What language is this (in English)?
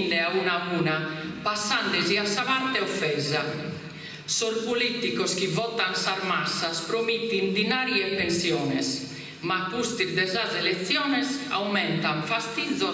Sardinian